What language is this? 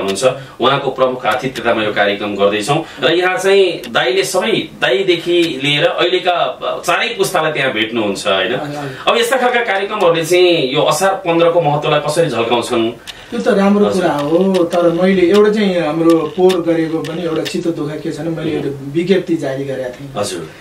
Nepali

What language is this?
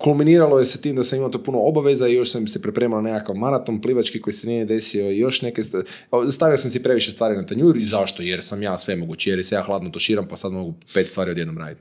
Croatian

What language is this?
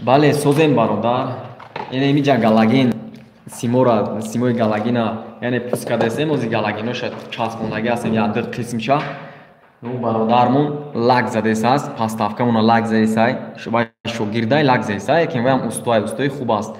Tajik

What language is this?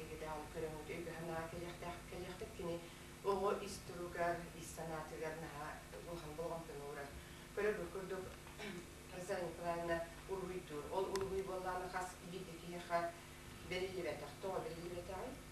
Yakut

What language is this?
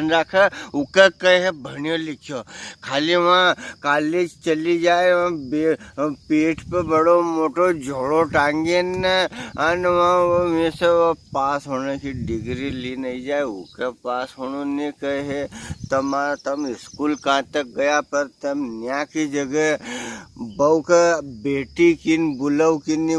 Rajasthani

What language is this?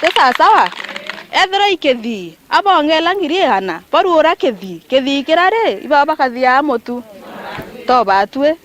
Meru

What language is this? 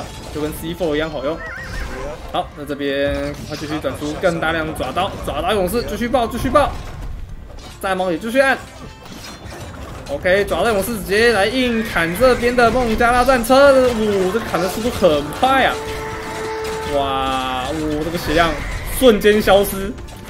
Chinese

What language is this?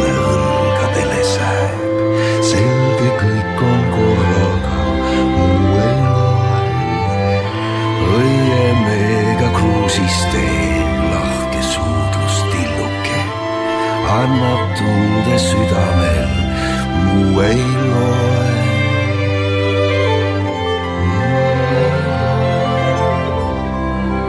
Estonian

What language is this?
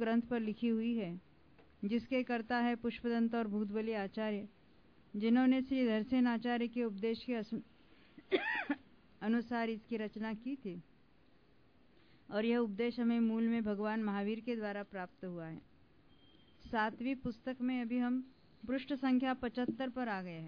Hindi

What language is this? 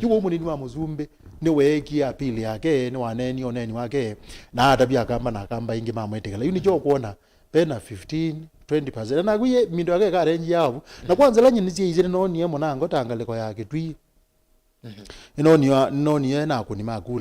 Kamba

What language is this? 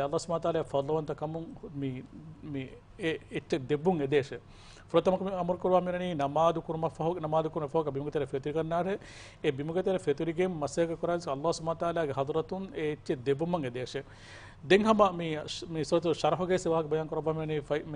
Divehi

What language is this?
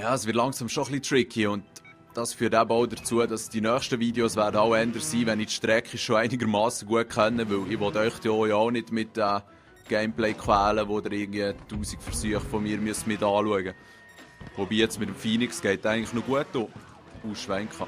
Swiss German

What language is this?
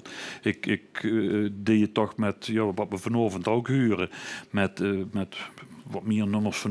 Limburgish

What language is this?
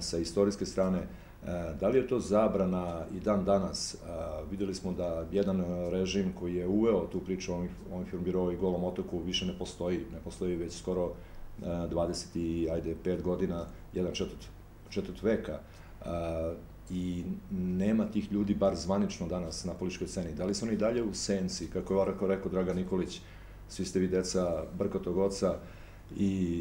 Serbian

